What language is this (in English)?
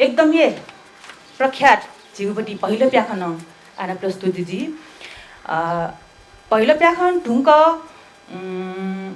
Newari